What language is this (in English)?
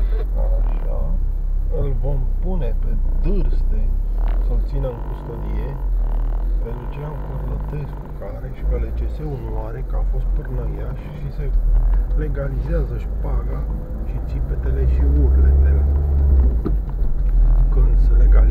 Romanian